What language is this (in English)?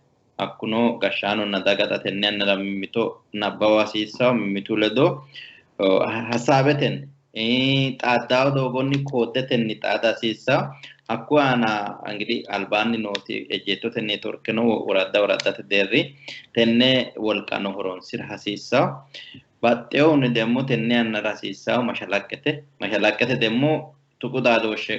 Sidamo